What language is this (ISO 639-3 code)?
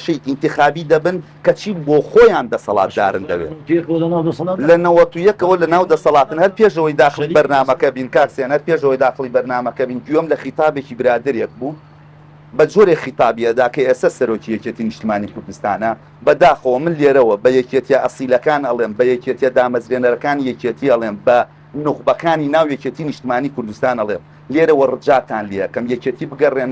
ckb